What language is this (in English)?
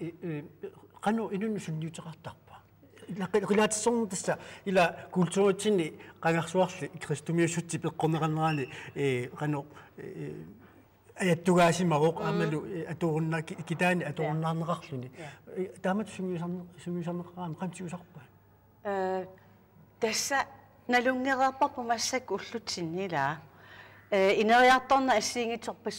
Kalaallisut